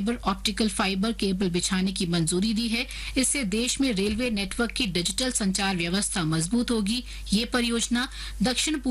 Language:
Hindi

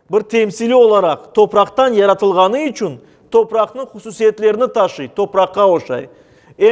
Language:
Crimean Tatar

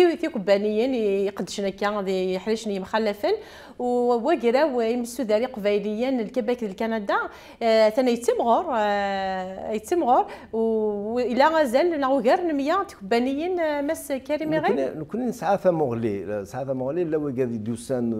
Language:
Kabyle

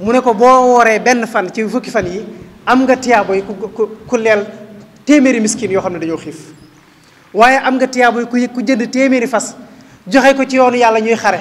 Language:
Wolof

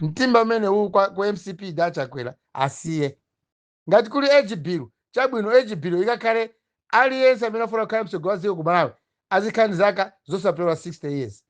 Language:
Nyanja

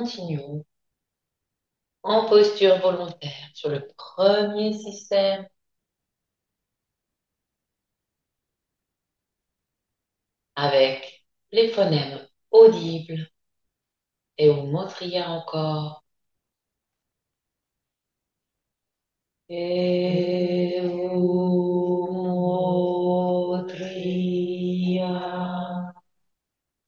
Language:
French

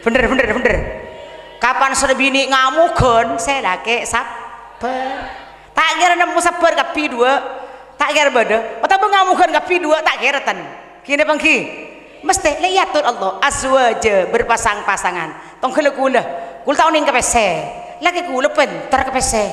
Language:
Madurese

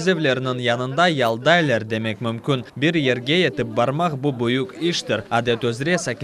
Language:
Crimean Tatar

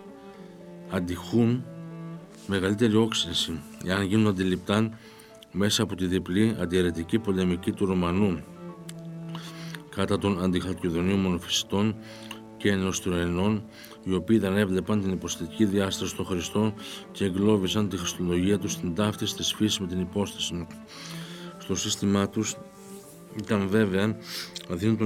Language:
Greek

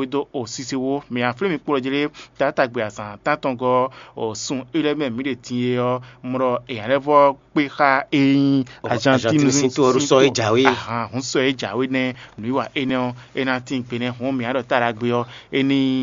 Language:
Fon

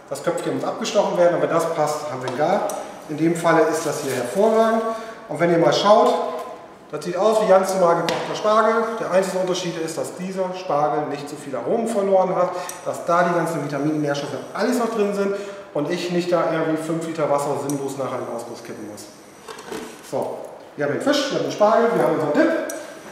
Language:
German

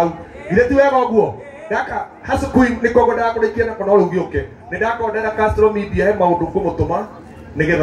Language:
Kikuyu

